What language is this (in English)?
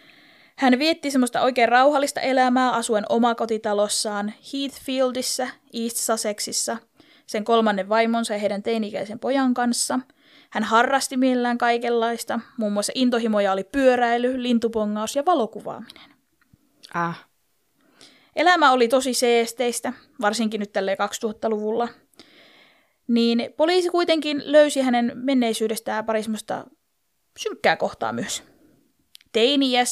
Finnish